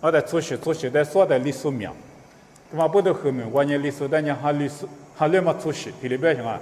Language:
Lisu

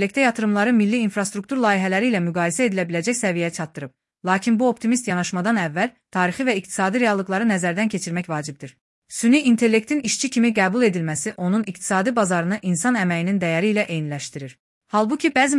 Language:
Azerbaijani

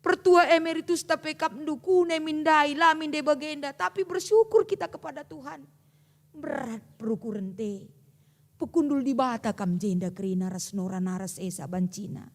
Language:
Batak Karo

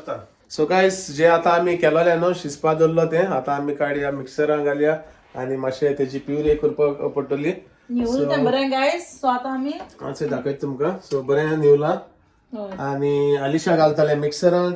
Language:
Konkani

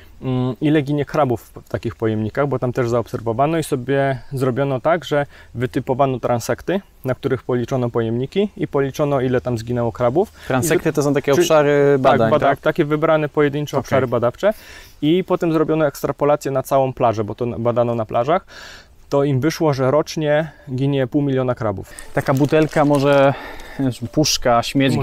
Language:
Polish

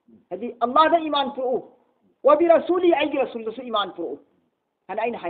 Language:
Manipuri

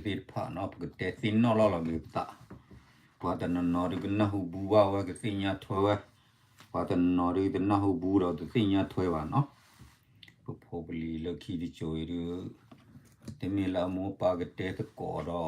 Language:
S'gaw Karen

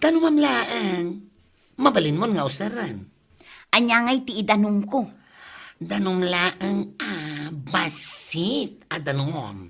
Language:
Iloko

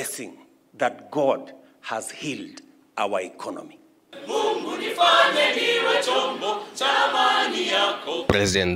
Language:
Kamba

